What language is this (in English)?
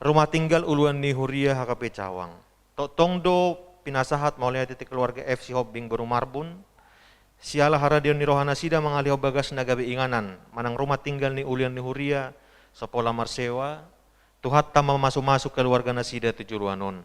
Batak Toba